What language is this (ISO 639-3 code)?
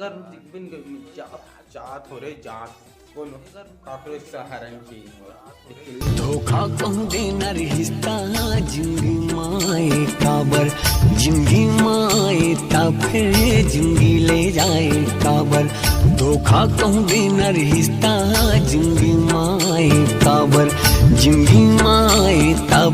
hne